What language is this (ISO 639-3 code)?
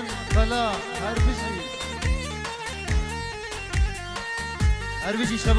kur